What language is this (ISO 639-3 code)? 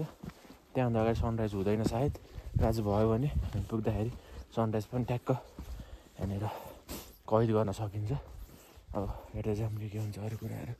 nep